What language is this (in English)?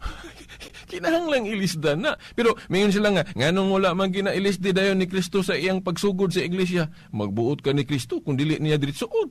Cebuano